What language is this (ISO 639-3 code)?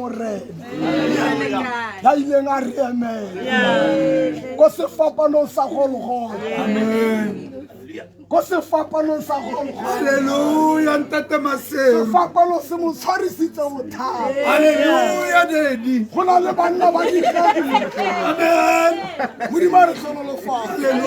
tsn